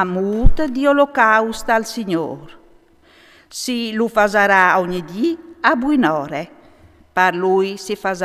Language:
Friulian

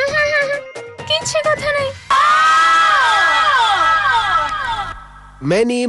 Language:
Odia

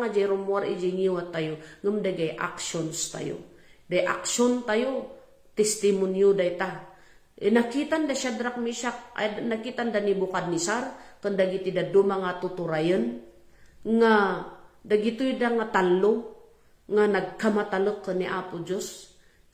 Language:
Iloko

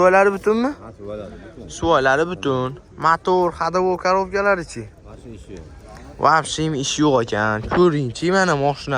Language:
Uzbek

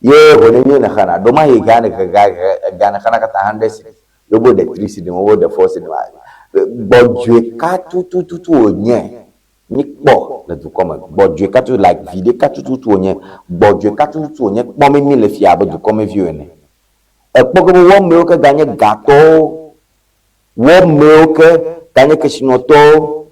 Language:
Ewe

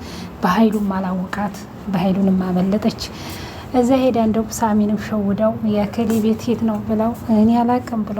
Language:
Amharic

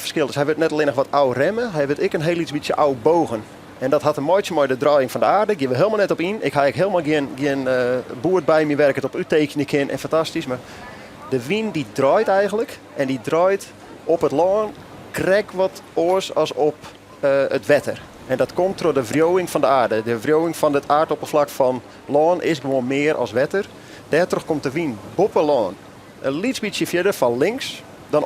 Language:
Western Frisian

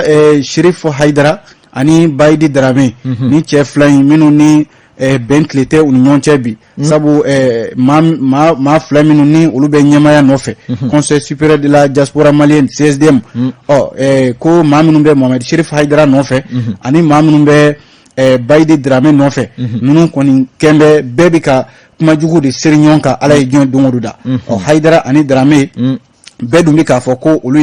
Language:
Bambara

